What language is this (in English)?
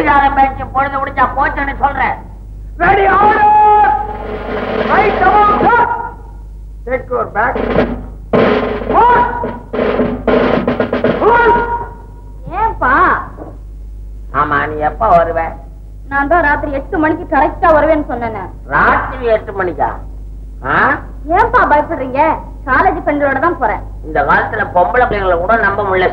Tamil